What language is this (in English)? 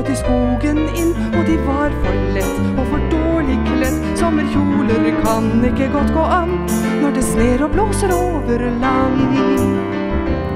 Norwegian